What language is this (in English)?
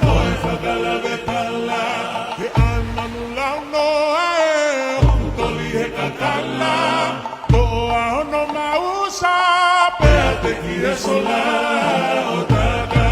Tongan